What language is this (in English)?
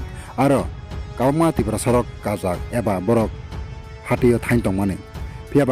Kok Borok